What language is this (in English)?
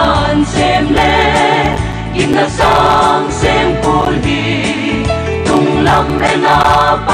Paite Chin